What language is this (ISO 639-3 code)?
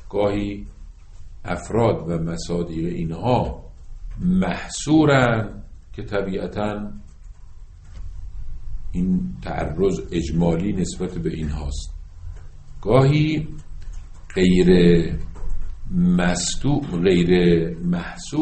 fas